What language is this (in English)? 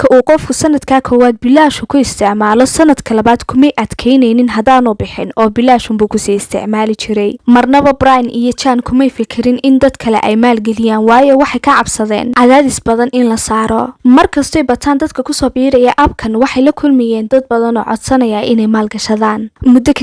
Somali